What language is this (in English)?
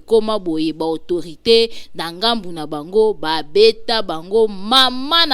Lingala